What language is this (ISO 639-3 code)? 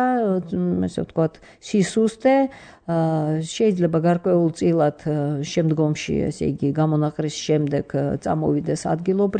kat